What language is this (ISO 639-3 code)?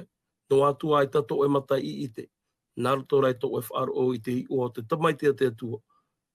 tah